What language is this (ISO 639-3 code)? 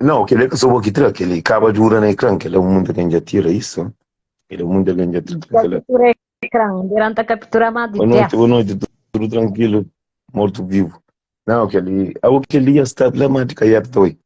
kea